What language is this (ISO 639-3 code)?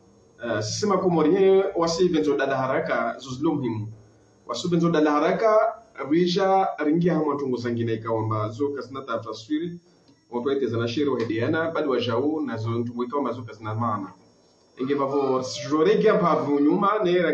zdj